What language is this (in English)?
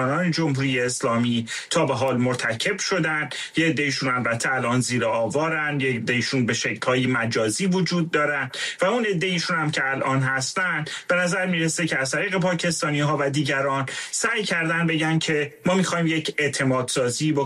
Persian